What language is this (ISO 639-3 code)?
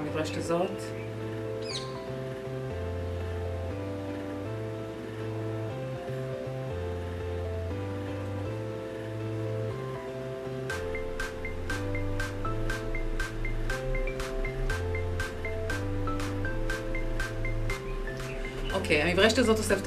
heb